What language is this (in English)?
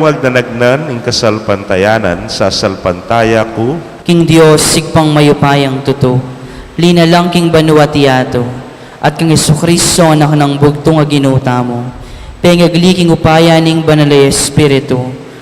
Pampanga